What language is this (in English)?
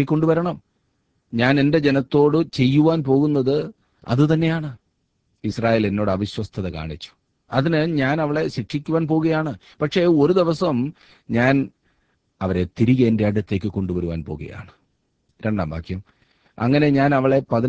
Malayalam